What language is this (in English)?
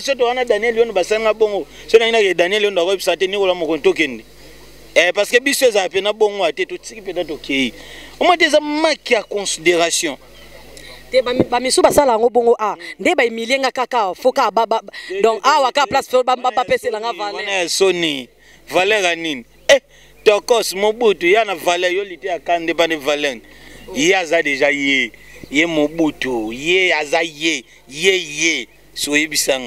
Lingala